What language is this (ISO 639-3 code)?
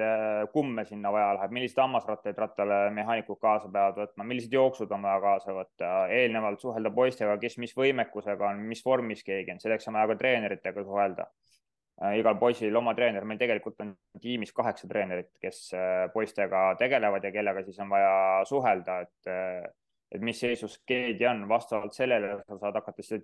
est